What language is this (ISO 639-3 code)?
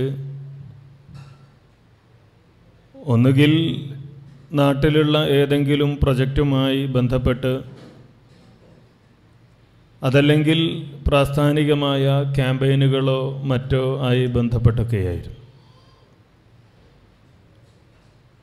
mal